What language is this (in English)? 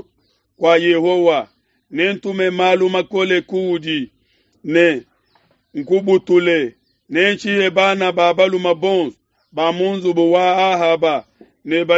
Luba-Lulua